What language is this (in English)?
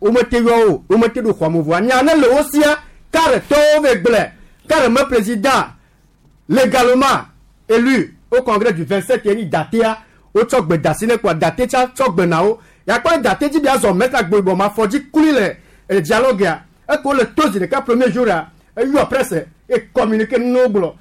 Gen